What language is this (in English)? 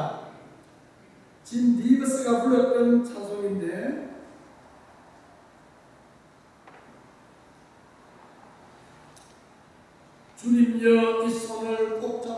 Korean